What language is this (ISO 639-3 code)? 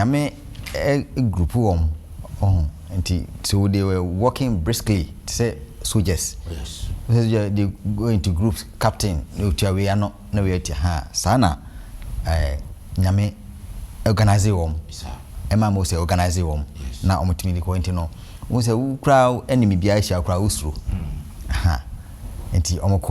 aka